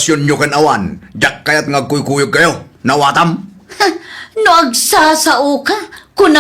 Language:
Iloko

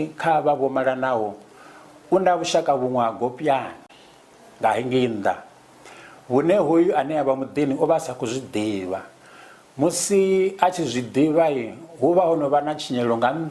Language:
Venda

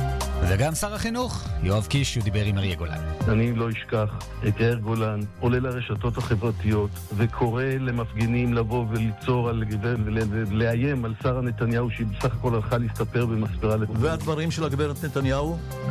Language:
Hebrew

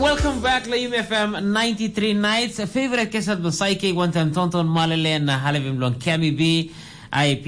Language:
Tok Pisin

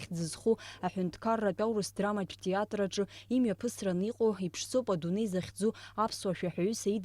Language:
Abkhazian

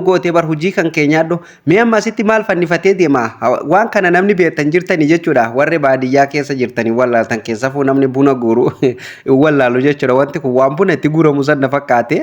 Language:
Oromo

